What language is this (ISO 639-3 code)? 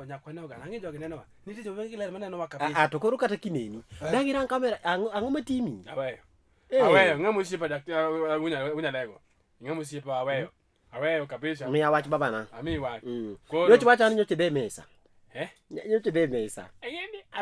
luo